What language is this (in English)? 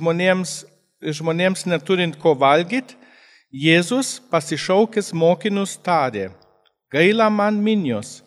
Lithuanian